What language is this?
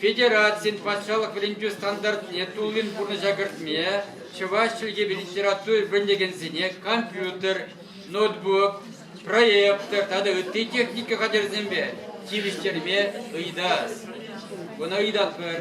Chuvash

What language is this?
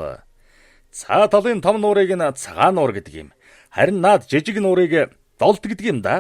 Mongolian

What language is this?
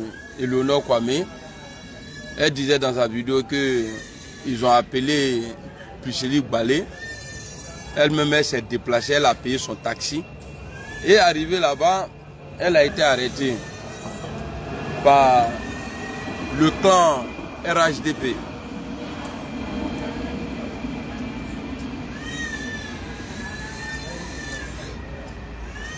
French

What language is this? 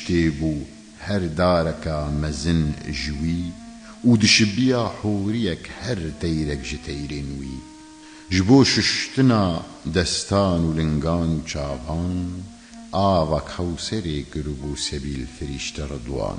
Kurdish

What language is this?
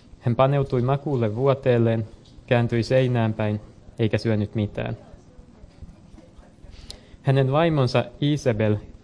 Finnish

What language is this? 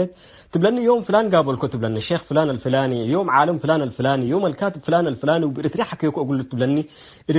Tigre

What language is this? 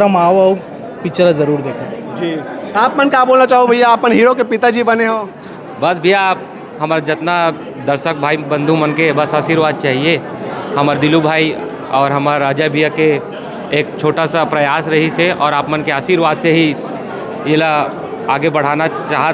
Chhattisgarhi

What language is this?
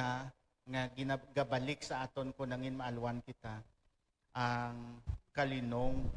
Hiligaynon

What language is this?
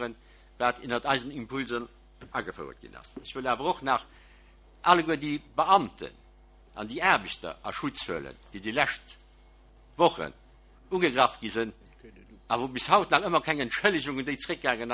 Luxembourgish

